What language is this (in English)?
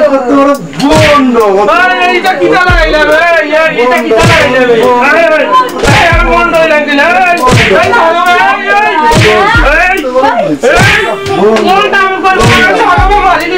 Sylheti